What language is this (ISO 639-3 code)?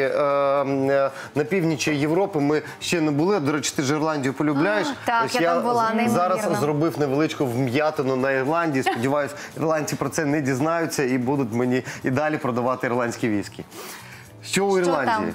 ukr